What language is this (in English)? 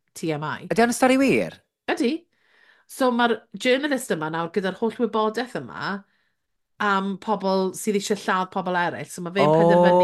Welsh